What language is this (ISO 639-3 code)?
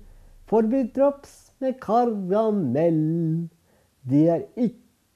nor